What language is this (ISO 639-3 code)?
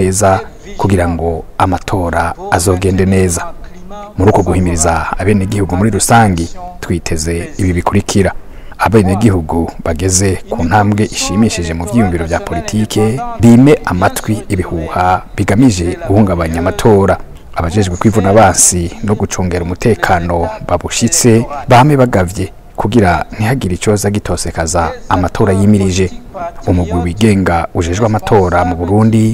run